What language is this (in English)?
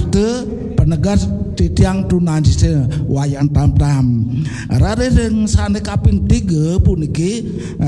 Balinese